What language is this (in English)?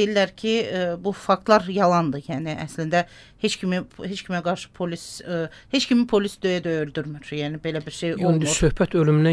Azerbaijani